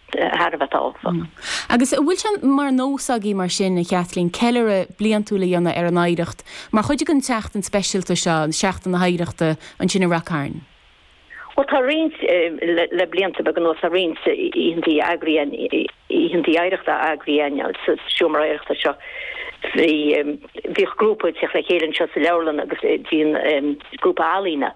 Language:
Irish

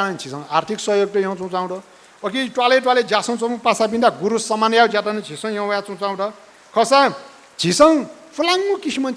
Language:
Newari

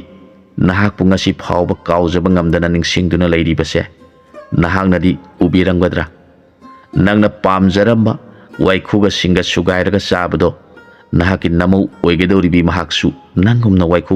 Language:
Manipuri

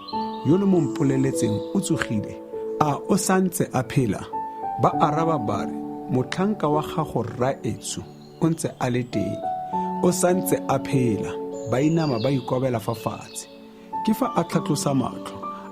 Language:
Tswana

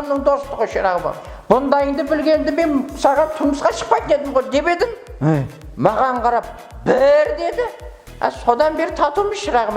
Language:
Kara-Kalpak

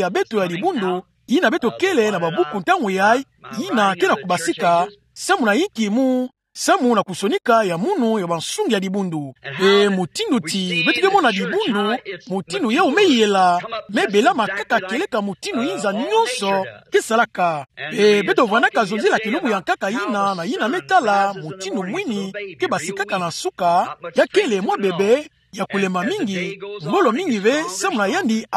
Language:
Kituba (Democratic Republic of Congo)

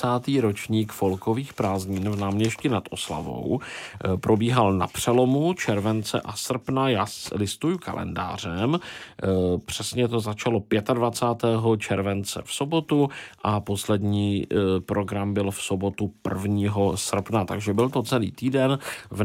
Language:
Czech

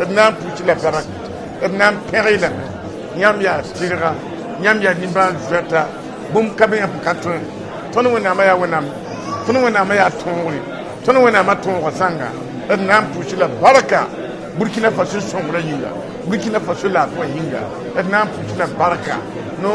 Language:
Mossi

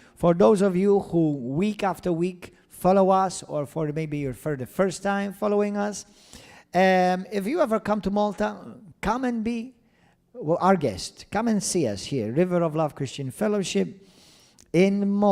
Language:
English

